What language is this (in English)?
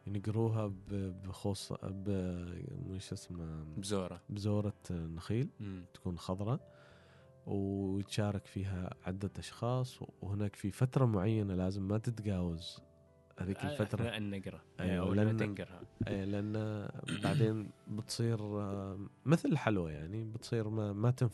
Gulf Arabic